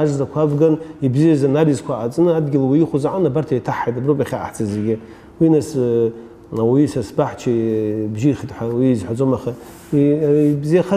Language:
Abkhazian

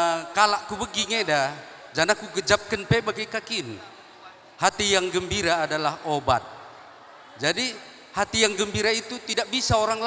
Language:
Batak Karo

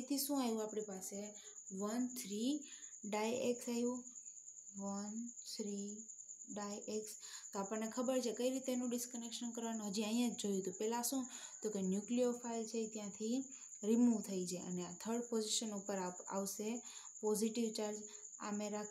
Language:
Gujarati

